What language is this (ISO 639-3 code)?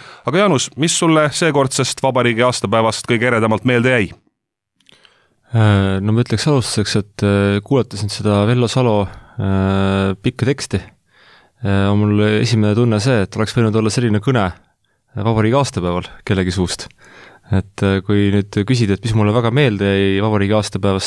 est